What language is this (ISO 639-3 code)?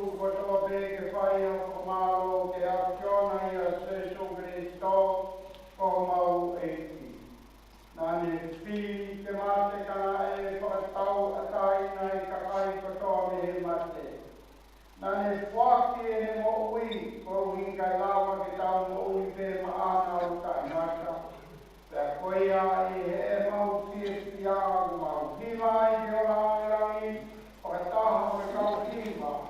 ton